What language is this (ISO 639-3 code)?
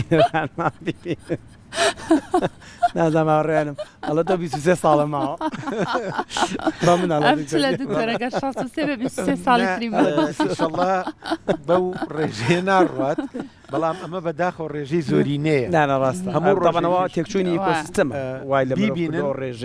ckb